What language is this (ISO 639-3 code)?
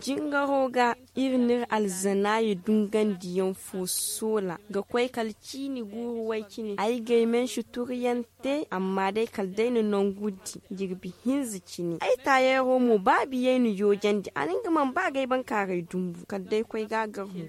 dje